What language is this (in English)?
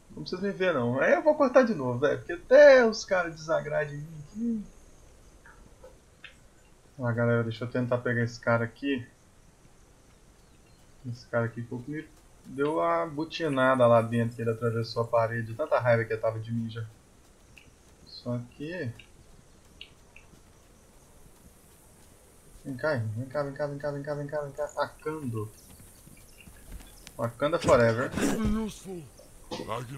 Portuguese